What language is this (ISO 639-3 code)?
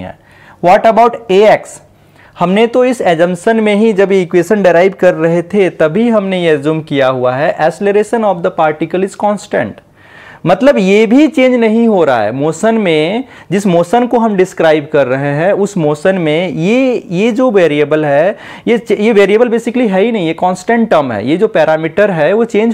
hin